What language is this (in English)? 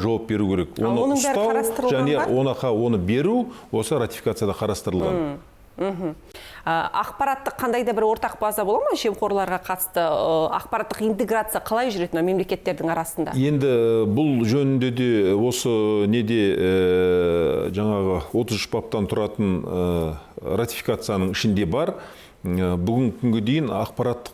Kazakh